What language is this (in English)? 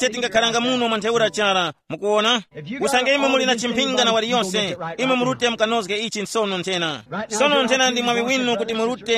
Tumbuka